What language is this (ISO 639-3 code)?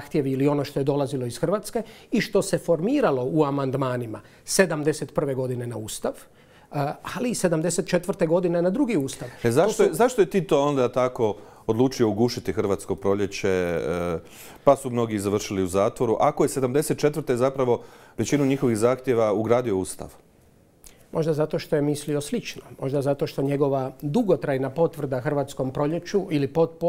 hrv